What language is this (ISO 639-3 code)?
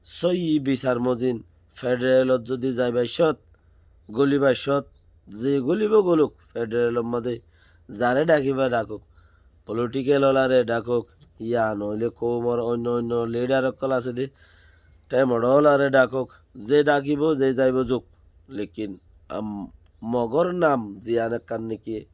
rhg